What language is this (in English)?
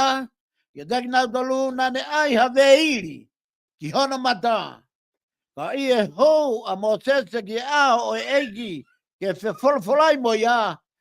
Tongan